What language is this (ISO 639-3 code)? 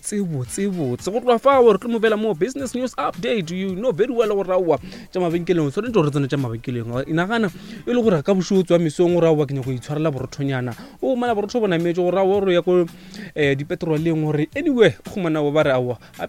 nso